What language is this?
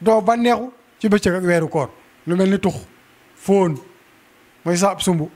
Wolof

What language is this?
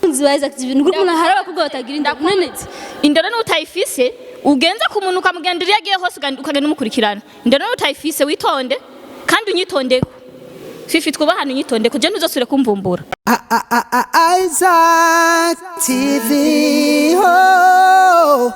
Rundi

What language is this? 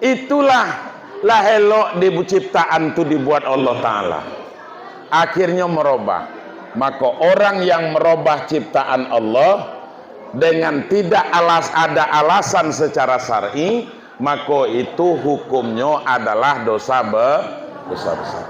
Minangkabau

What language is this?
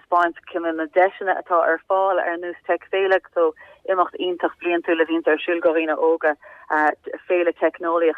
Irish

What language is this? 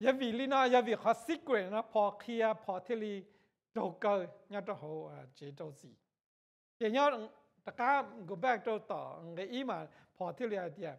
Hmong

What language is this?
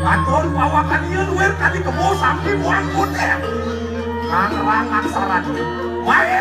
Balinese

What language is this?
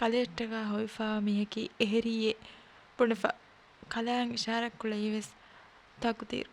Divehi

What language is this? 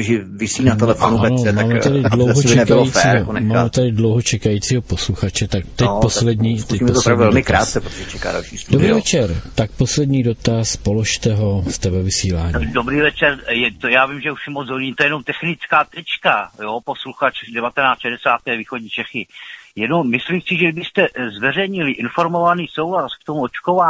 Czech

